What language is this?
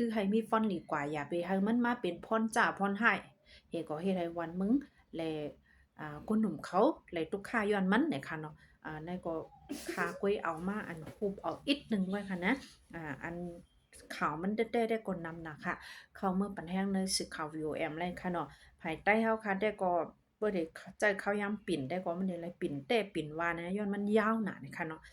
Shan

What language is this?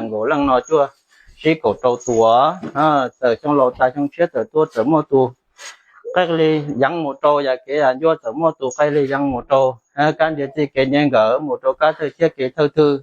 Hmong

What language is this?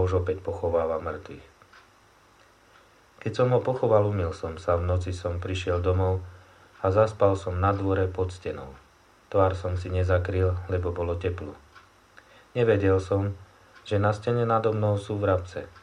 Slovak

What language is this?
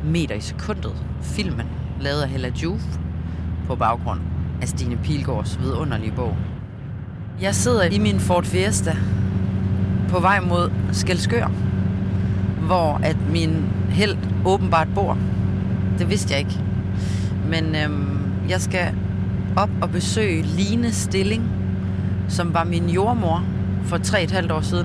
Danish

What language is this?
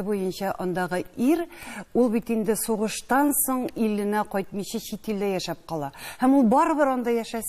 Tatar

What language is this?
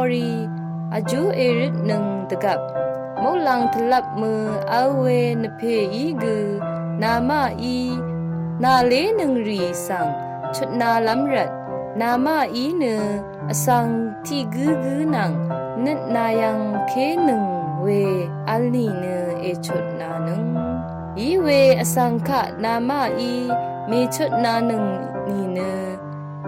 Rawang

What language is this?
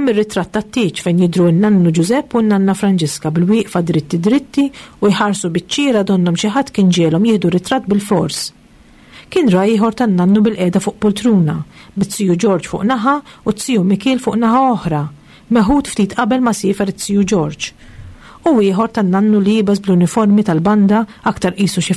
Maltese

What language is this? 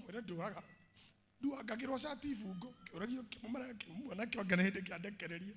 Kikuyu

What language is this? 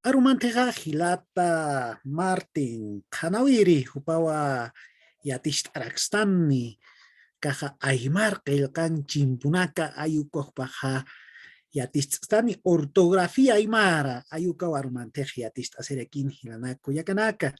Aymara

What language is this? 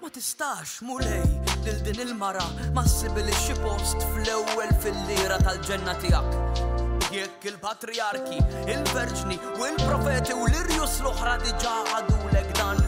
Maltese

